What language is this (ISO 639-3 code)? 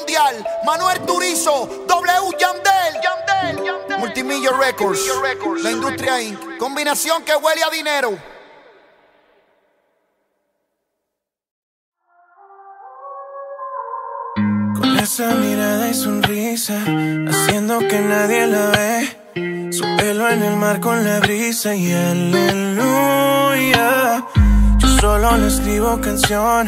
spa